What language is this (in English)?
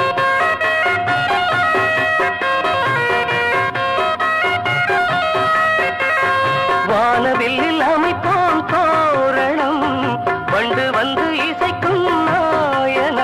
Tamil